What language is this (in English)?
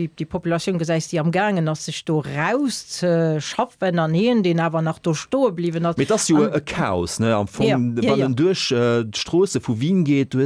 Luxembourgish